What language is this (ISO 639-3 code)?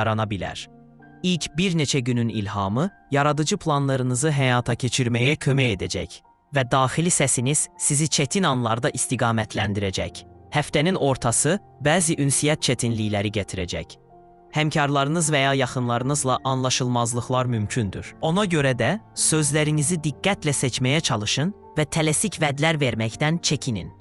aze